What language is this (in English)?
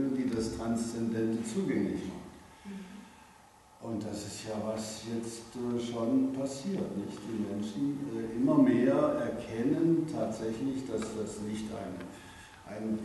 German